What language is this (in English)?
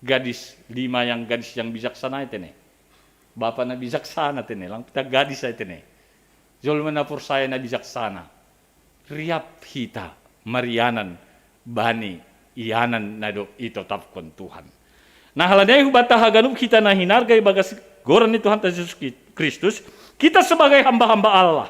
Batak Simalungun